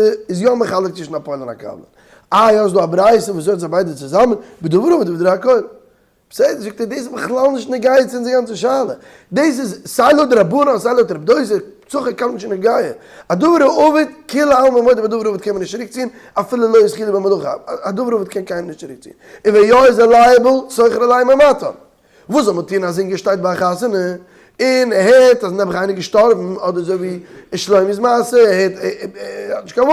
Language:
Yiddish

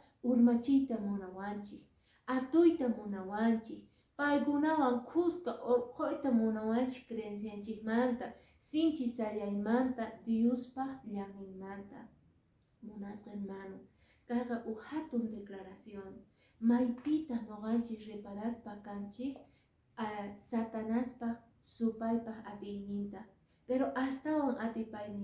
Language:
Quechua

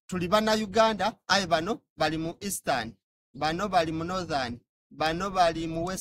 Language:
Soga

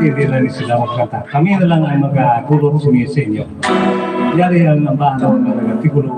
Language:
Hiligaynon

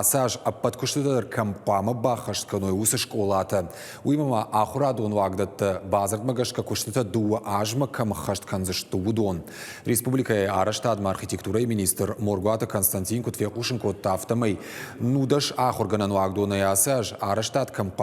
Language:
Ossetic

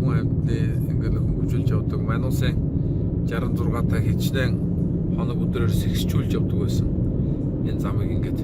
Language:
Mongolian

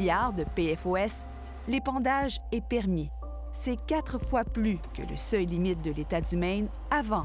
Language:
French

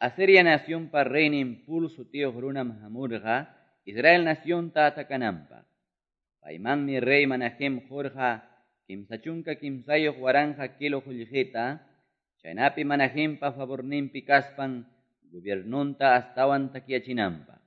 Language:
Ayacucho Quechua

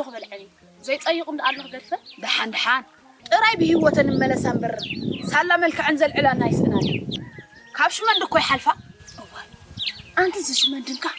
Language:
Tigrinya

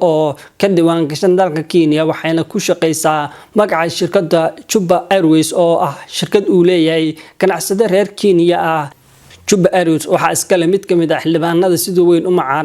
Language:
Somali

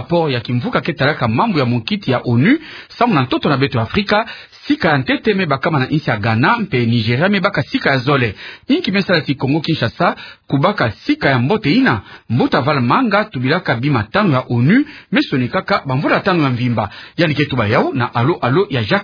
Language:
Kituba (Democratic Republic of Congo)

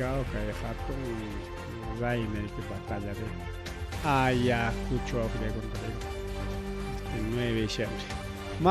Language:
Ayacucho Quechua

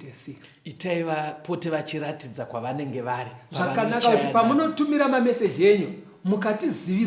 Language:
Shona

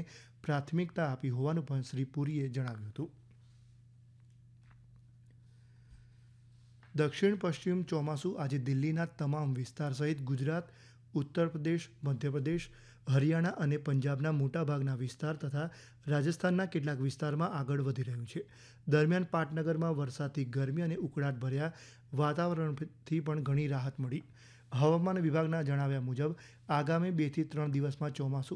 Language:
Gujarati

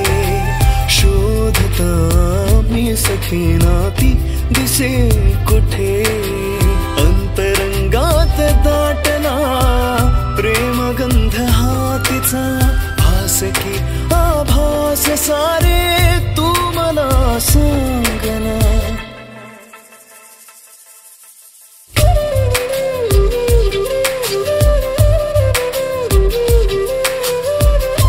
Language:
Marathi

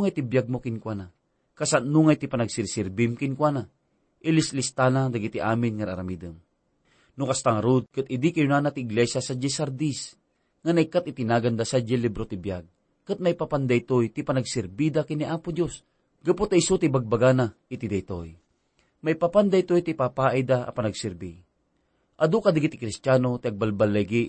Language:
Iloko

